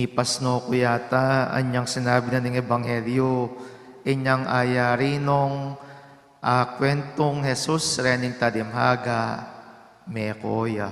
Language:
Pampanga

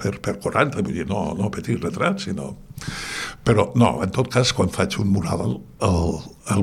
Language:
Catalan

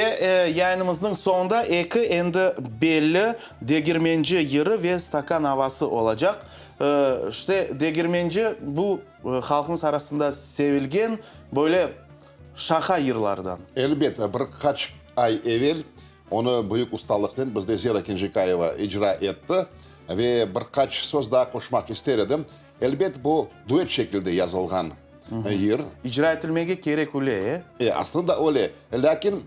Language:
Crimean Tatar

